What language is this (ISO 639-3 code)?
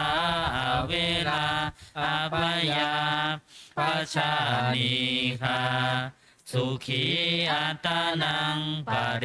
pli